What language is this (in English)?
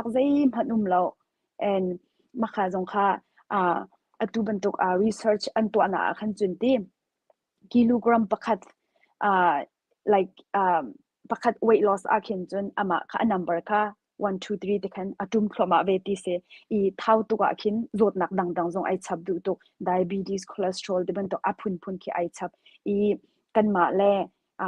Hakha Chin